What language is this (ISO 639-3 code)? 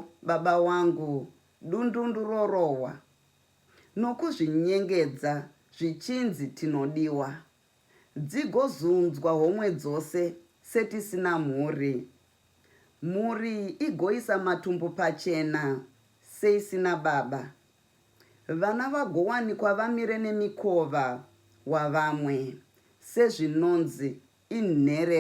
sna